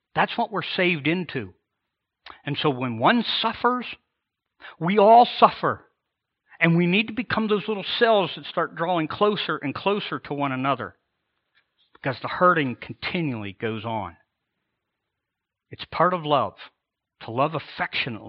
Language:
English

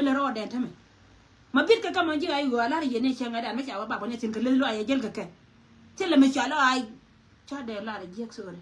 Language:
Nuer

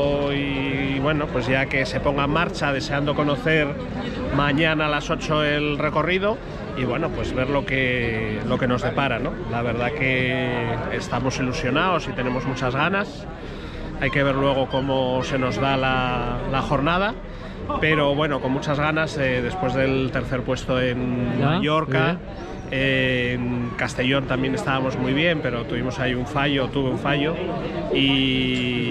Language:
Spanish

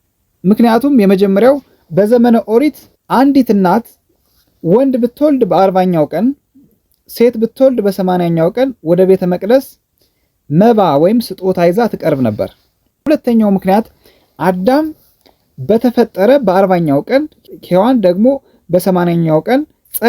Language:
Amharic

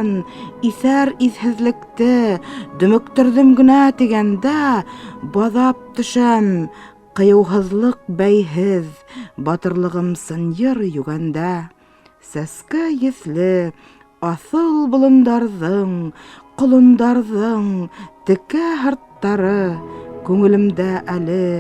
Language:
Bashkir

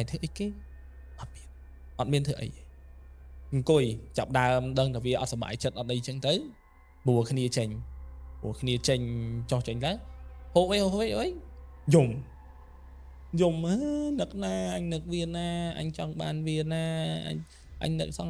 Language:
Khmer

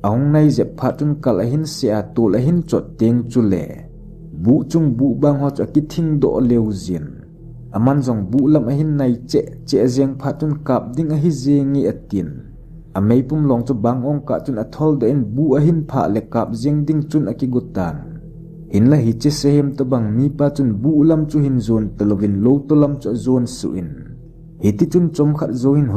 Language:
Thado Chin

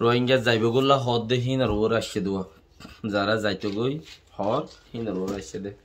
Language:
Rohingya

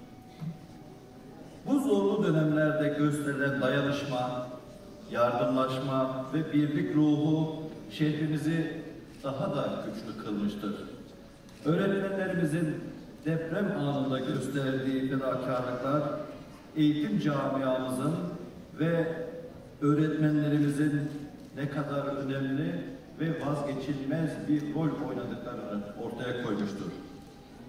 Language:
Turkish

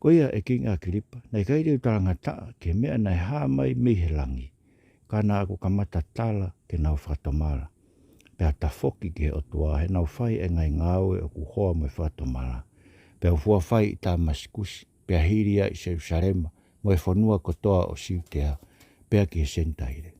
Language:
Tongan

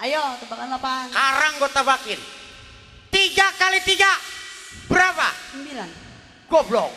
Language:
Betawi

